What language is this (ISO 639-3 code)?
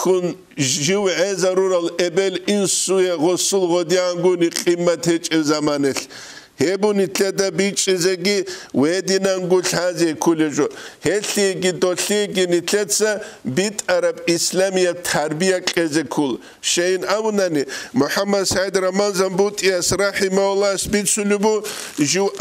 ava